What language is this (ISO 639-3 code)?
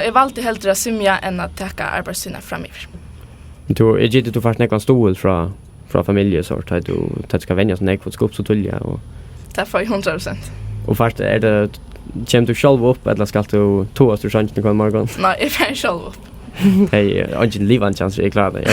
fao